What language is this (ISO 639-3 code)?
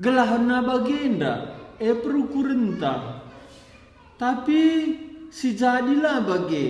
btx